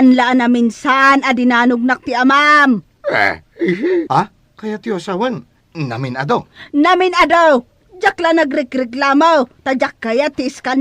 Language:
Iloko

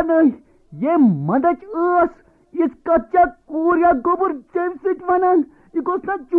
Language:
Kashmiri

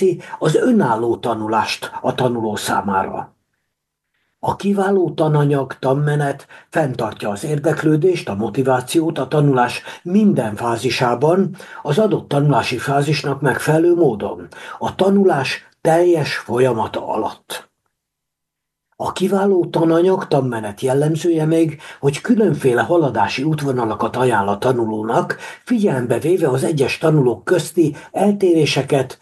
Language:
Hungarian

